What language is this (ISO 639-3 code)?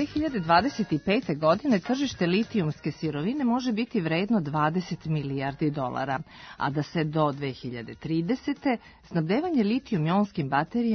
srp